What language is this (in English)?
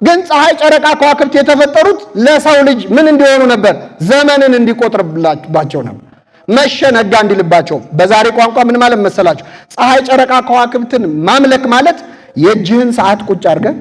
Amharic